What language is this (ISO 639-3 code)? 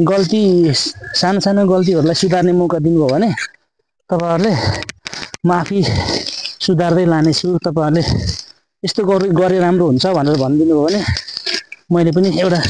nep